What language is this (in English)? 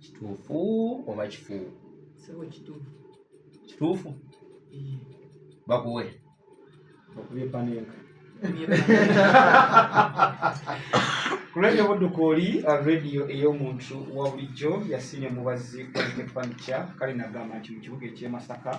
Ganda